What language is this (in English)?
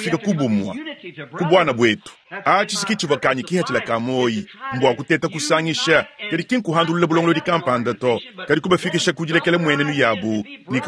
Luba-Lulua